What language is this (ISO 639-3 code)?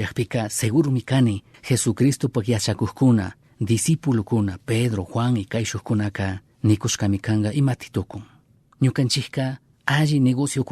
qug